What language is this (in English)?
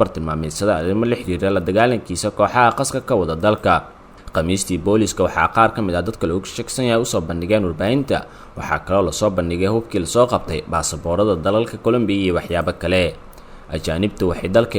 Somali